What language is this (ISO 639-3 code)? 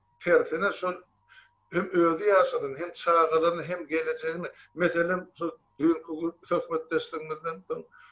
tuk